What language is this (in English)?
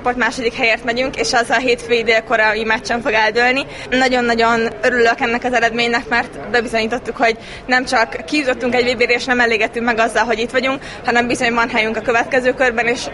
Hungarian